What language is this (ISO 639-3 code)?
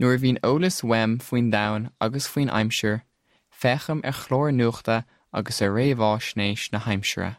gle